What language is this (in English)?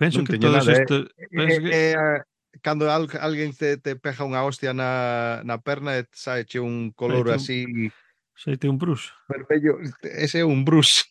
Galician